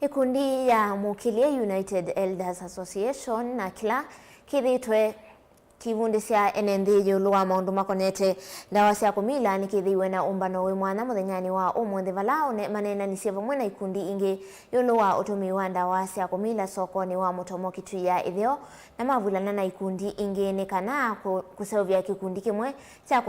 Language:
Kamba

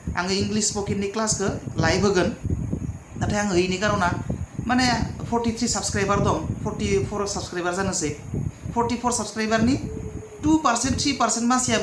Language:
Bodo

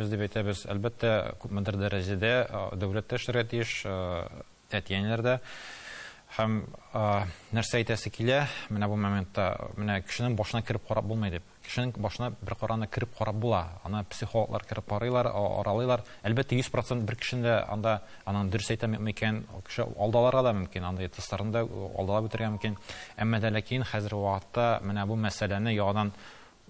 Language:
Tatar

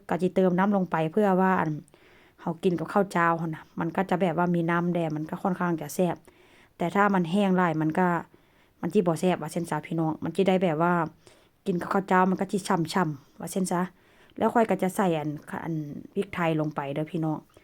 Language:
Northeastern Thai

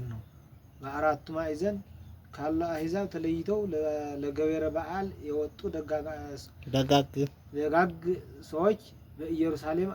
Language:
Amharic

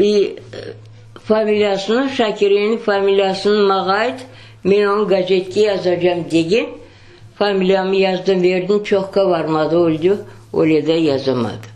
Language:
Crimean Tatar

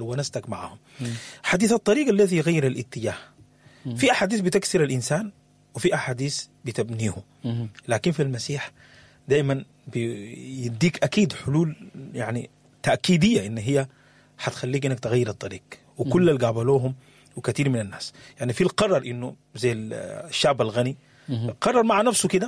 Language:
Sudanese Arabic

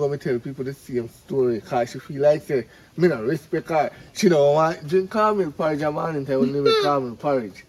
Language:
Jamaican Creole English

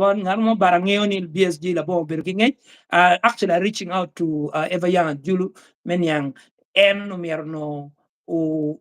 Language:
Acoli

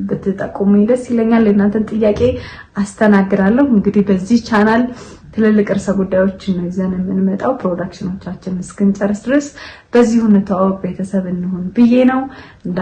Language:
Amharic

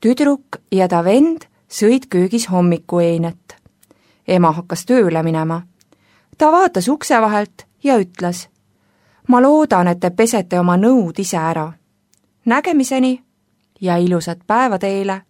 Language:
Estonian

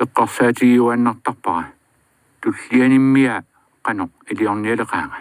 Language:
Kalaallisut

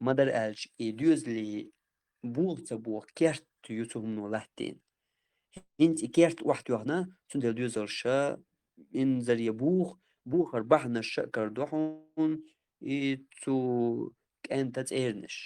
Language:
Chechen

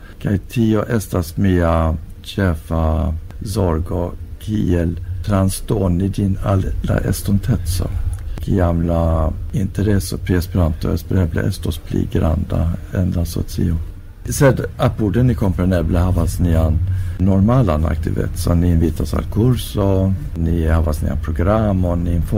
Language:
Esperanto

